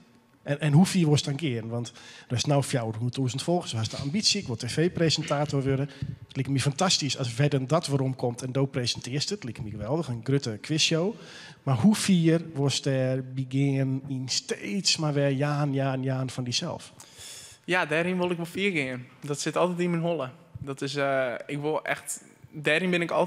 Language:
Western Frisian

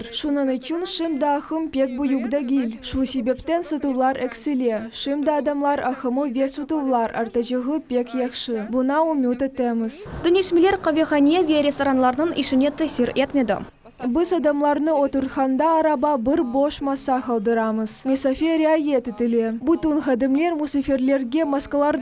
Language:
Crimean Tatar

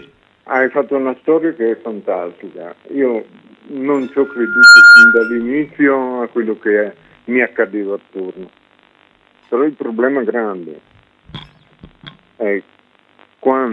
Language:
Italian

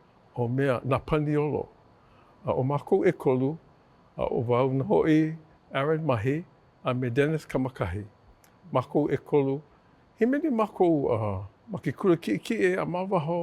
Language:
Hawaiian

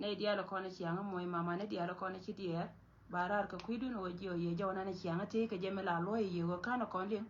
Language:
Nuer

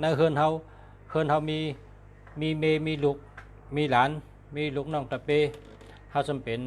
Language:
Shan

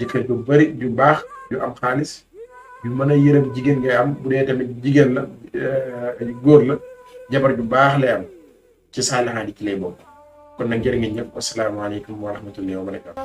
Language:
Wolof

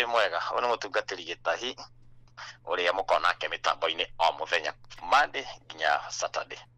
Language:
Kikuyu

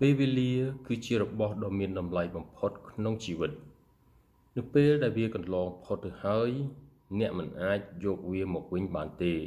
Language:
Khmer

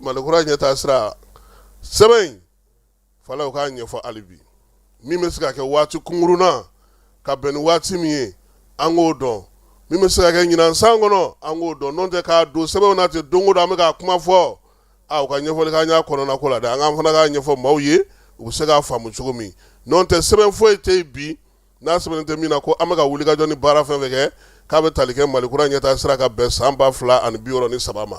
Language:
Bambara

